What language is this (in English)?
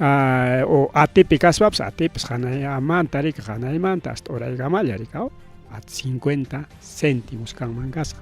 Ayacucho Quechua